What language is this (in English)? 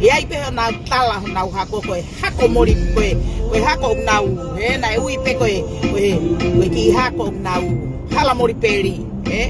Tongan